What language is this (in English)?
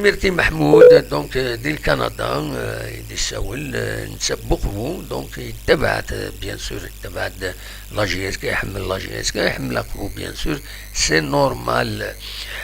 Kabyle